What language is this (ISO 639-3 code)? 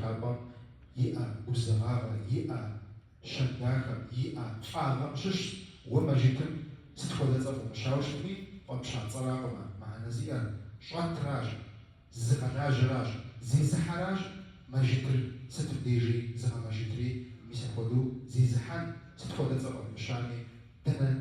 kbd